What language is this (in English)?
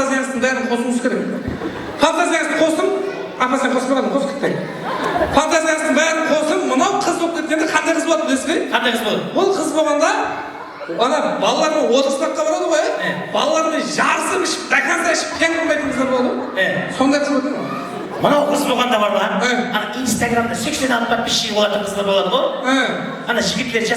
Kara-Kalpak